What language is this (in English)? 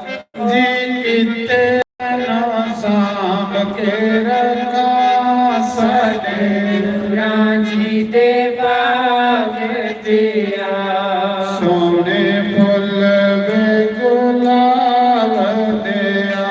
Dogri